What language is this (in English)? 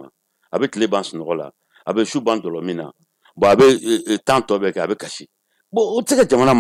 Bambara